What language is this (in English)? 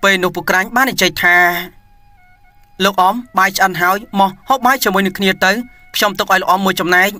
Khmer